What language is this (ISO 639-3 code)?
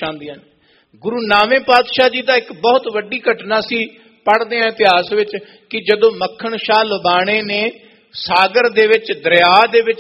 pan